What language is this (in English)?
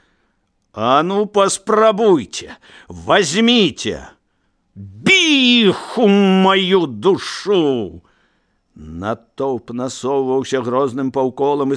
Belarusian